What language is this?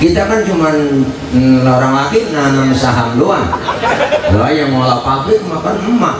Betawi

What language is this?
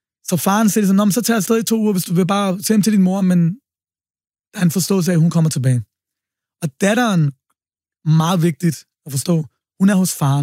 Danish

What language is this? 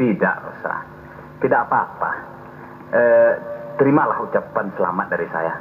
Minangkabau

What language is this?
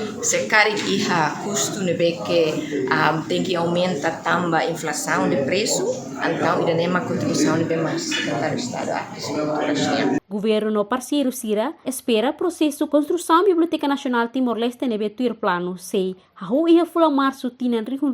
Tetum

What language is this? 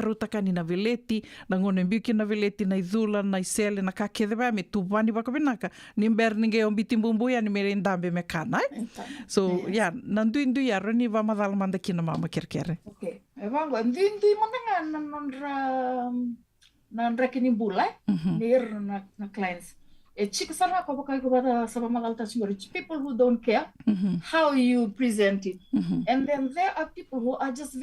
Fijian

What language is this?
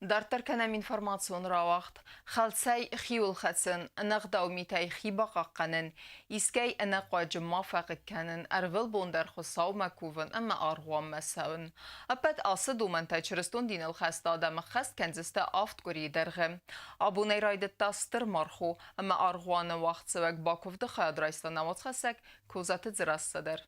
Ossetic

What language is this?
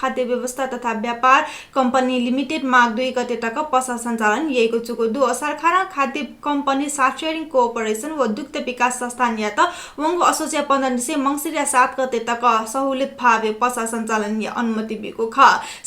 Newari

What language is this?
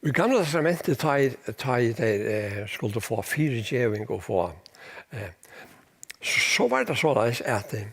Faroese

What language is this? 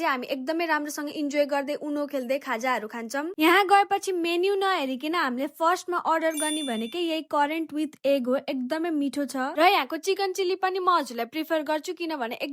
Nepali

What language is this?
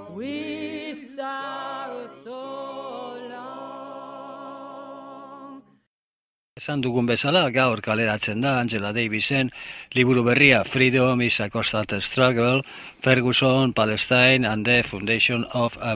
Basque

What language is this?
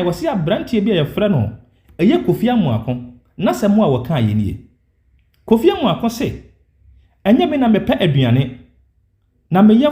Akan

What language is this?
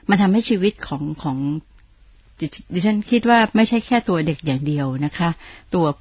Thai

